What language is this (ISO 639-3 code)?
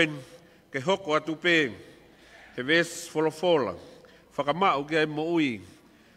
ton